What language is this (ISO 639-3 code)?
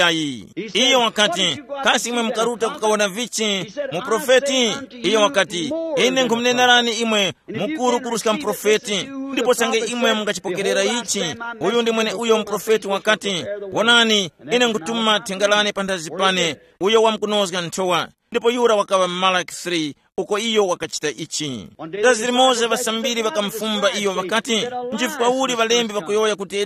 tum